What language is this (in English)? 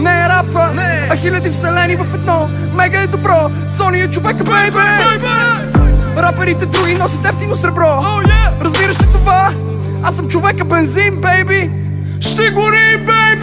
Bulgarian